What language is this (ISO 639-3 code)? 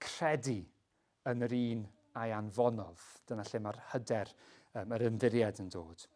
cym